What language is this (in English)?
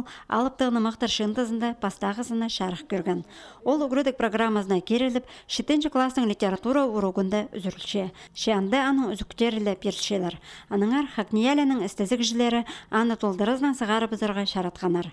Khakas